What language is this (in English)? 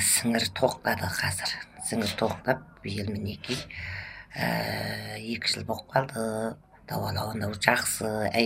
Kazakh